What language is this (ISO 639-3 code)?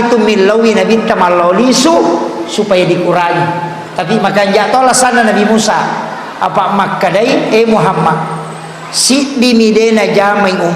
bug